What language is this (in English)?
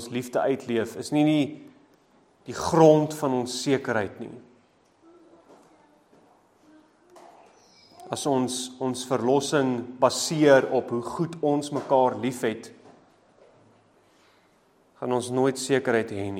Afrikaans